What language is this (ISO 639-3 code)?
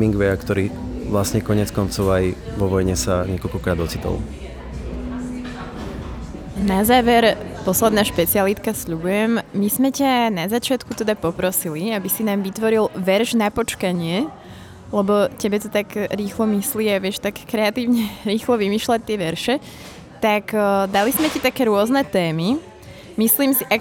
slk